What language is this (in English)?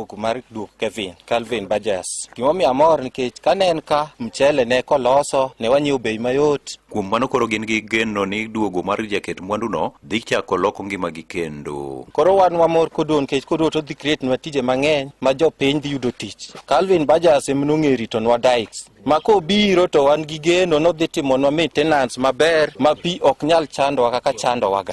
Luo (Kenya and Tanzania)